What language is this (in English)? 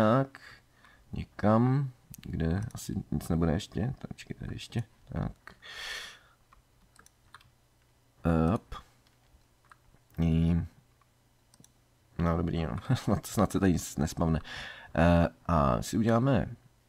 Czech